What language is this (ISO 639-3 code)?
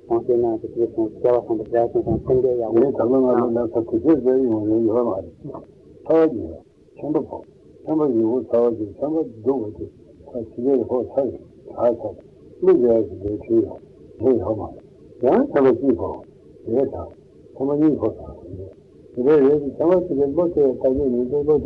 bod